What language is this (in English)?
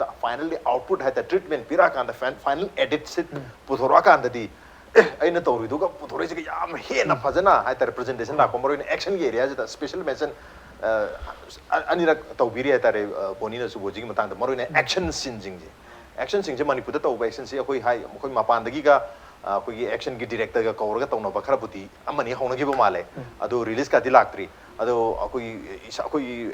Manipuri